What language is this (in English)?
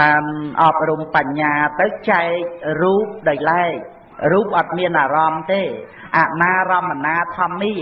Khmer